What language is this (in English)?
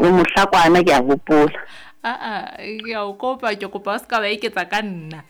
Southern Sotho